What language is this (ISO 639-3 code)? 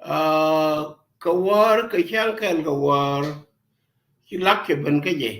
nus